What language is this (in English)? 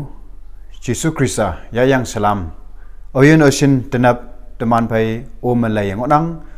Konyak Naga